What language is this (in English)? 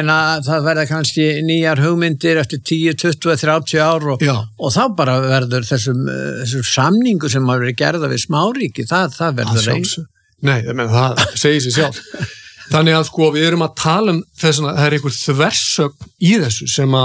Icelandic